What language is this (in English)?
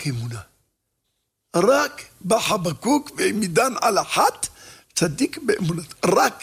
Hebrew